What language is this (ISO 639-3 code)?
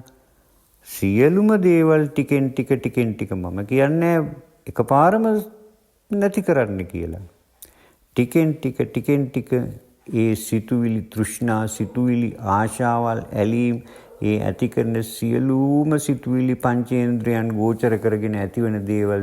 sin